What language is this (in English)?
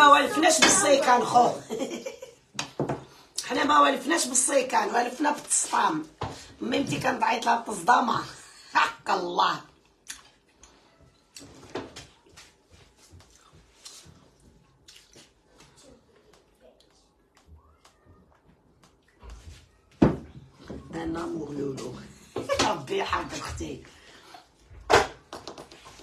Algerian Arabic